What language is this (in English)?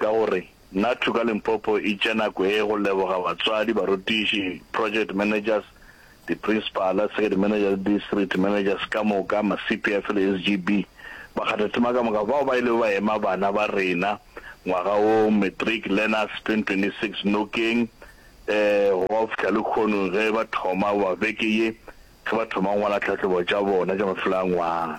Northern Sotho